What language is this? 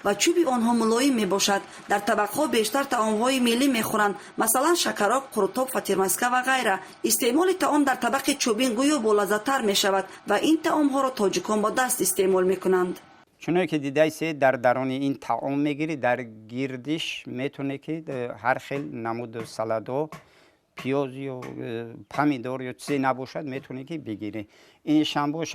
Tajik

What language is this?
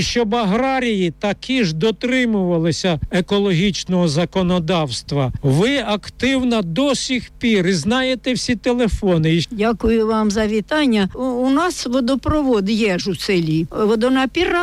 Ukrainian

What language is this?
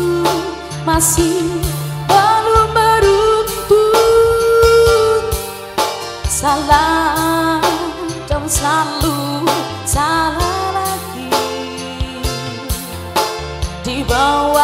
Indonesian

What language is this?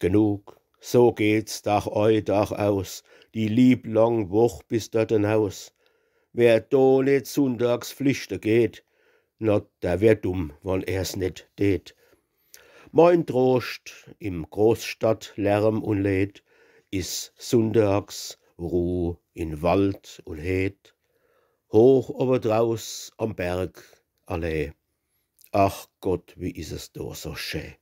Palatine German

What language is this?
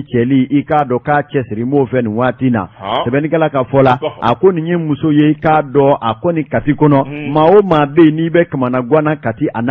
Bambara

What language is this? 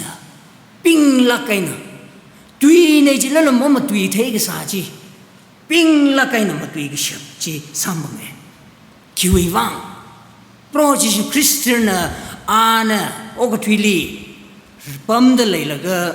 Tangkhul Naga (India)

